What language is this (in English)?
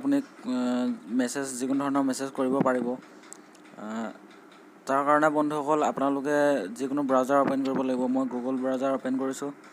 Assamese